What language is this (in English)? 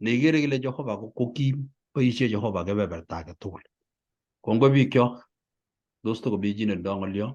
Kalenjin